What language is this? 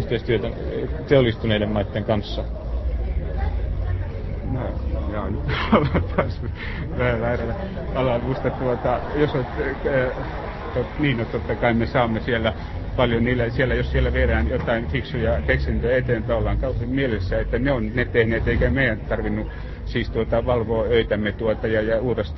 Finnish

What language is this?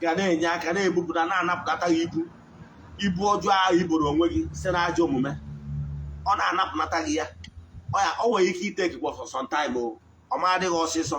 Igbo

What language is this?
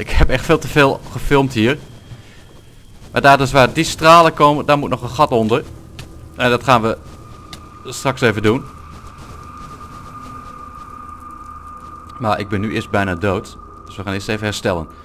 Dutch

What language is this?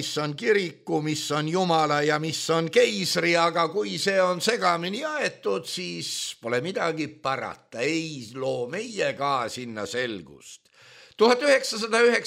Estonian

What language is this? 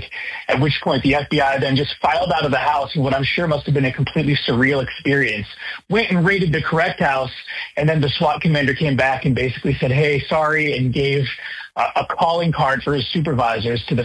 English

